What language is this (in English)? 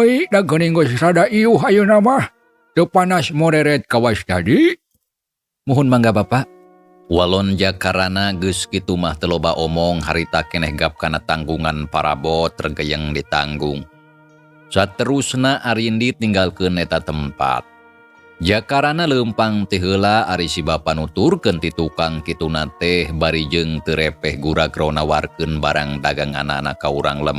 Sundanese